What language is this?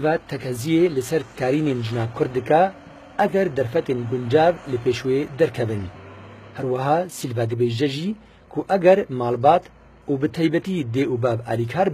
Kurdish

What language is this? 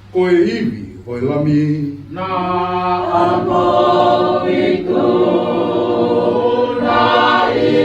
Tongan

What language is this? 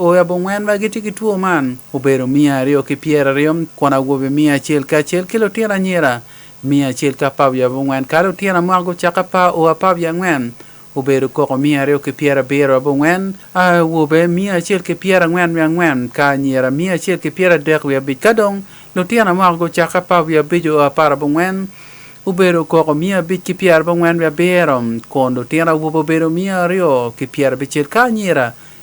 Acoli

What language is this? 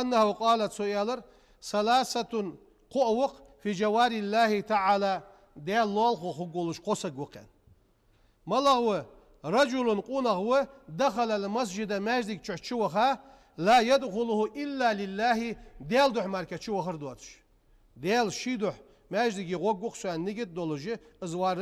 Ingush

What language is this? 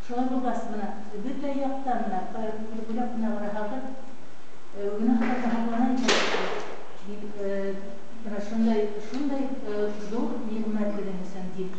Bashkir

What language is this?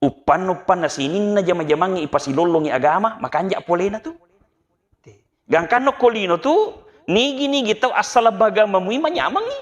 Buginese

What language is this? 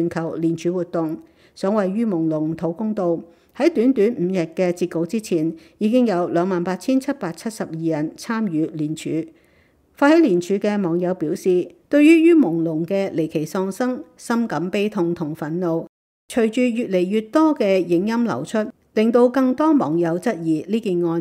Cantonese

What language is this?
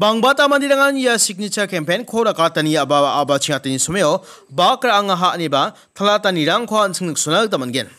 Garo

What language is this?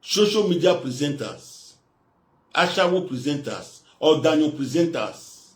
Nigerian Pidgin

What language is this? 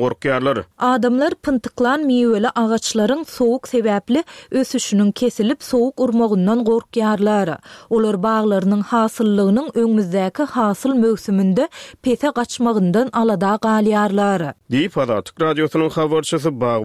Turkmen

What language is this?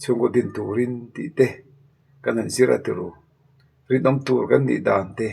Mizo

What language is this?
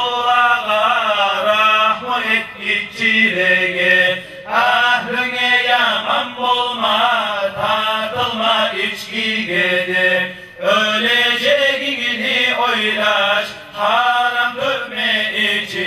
Kumyk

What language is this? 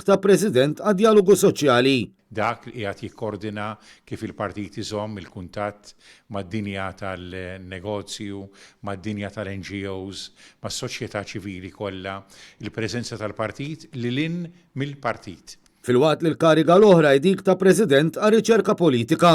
Maltese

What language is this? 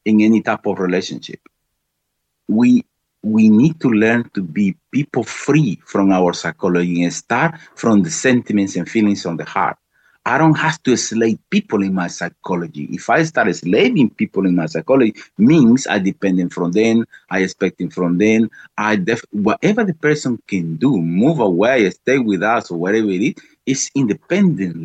English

